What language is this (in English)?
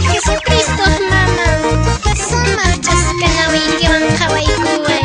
Quechua